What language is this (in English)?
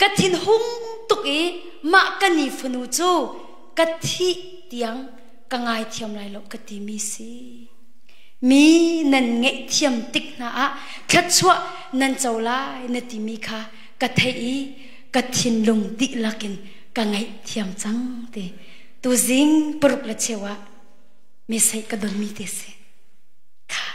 Hakha Chin